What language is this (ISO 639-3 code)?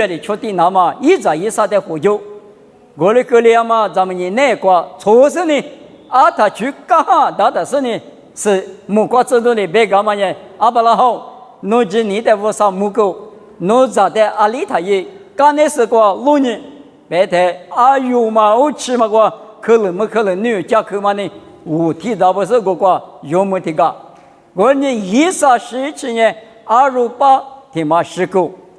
lis